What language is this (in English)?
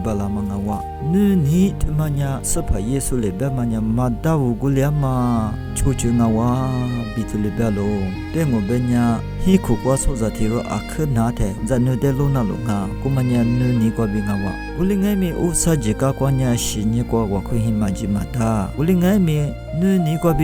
Lisu